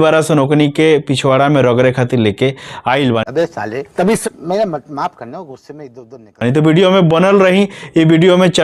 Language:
Bhojpuri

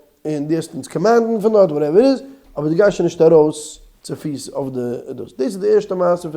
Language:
Yiddish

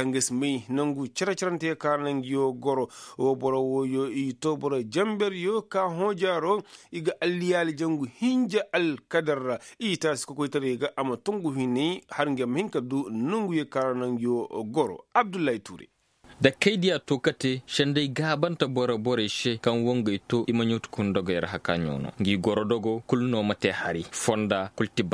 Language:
Koyraboro Senni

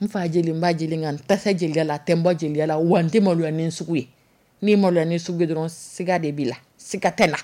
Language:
Dyula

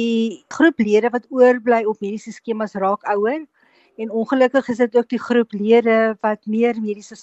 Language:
Afrikaans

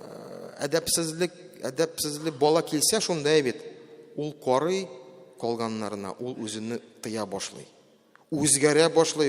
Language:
Tatar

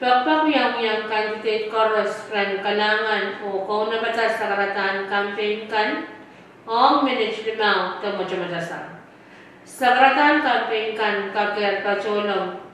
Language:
Pohnpeian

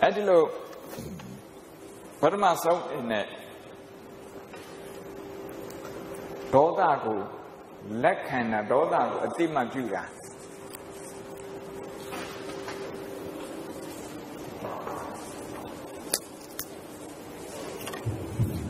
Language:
Burmese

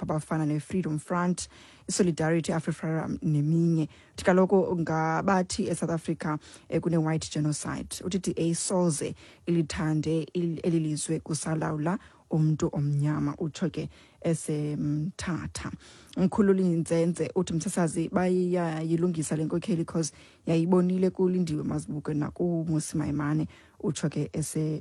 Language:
Xhosa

